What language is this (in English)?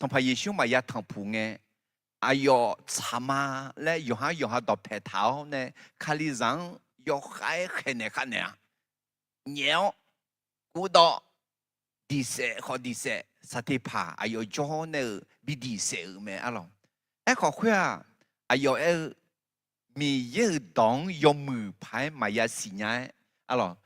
Akha